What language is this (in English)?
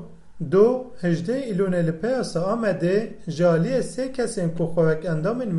Kurdish